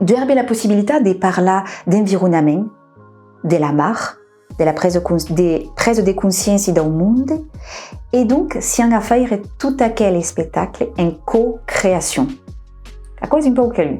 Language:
Occitan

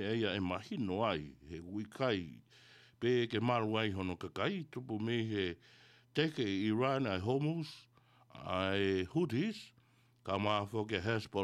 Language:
Tongan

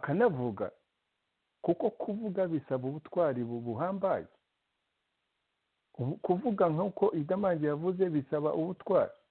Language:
Kinyarwanda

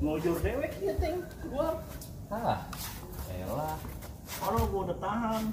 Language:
Betawi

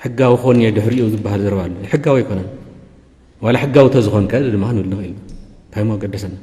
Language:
Tigrinya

